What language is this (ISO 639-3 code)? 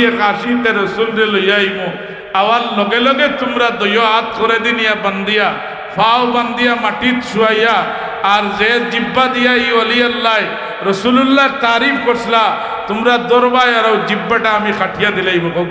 syl